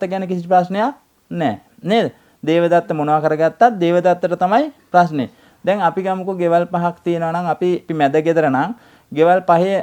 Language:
Sinhala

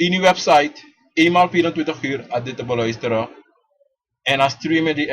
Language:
Sranan Tongo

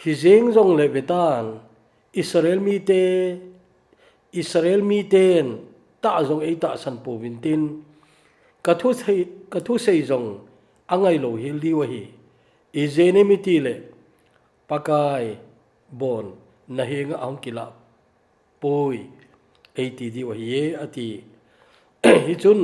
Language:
Thado Chin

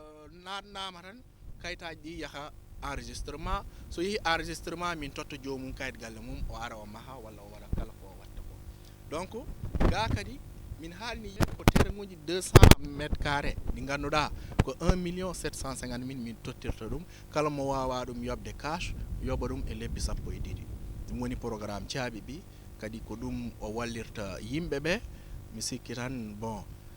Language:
Fula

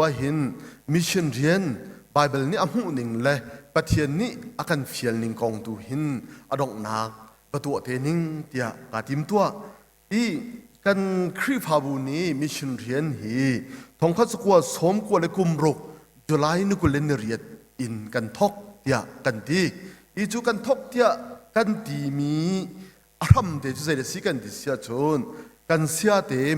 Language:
Hakha Chin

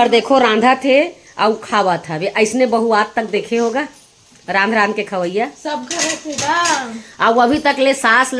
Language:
Chhattisgarhi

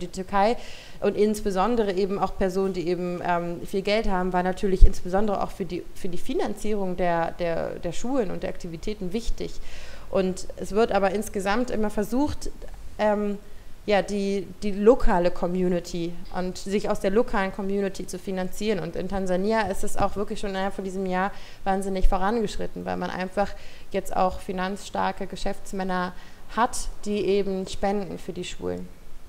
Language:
German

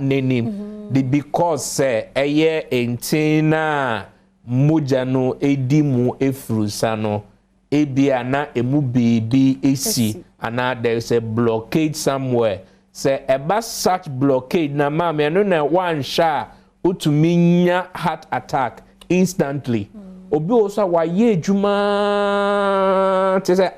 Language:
Akan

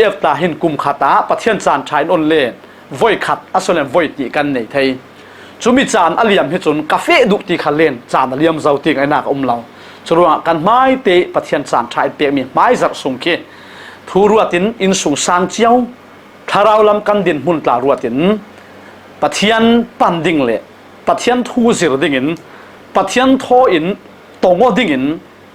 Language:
Falam Chin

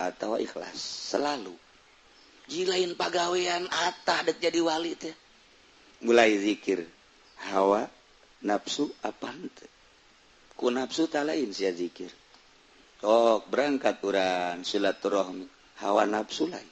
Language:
Sundanese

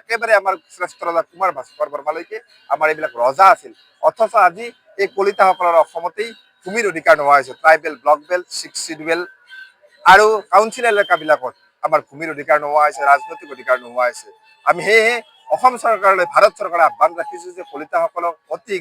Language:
Assamese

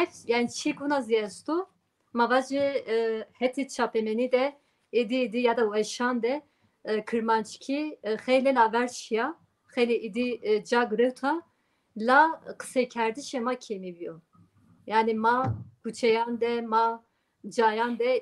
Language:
Zaza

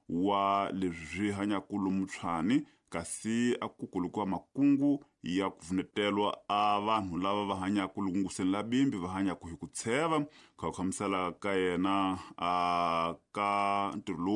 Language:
Tsonga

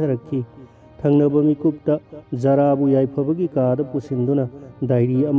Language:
Manipuri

